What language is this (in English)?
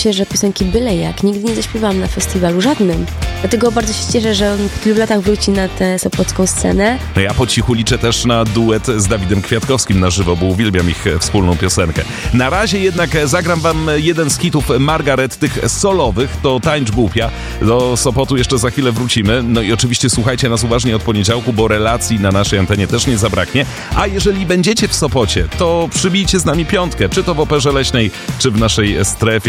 Polish